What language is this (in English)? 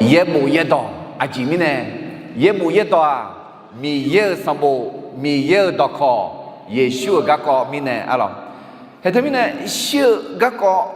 Akha